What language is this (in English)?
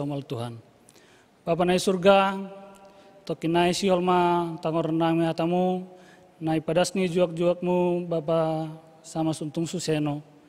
Batak Simalungun